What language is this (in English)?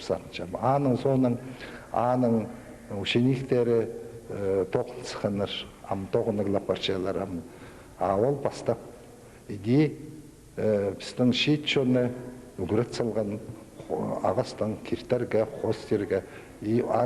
Khakas